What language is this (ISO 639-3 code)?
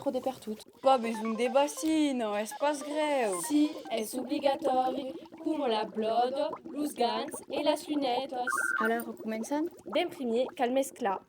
oci